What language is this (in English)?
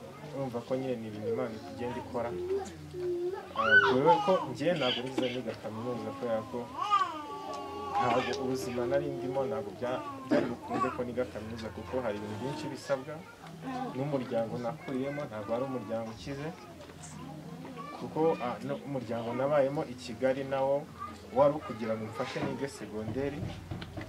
Kinyarwanda